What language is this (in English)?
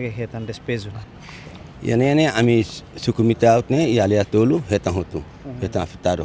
Tetum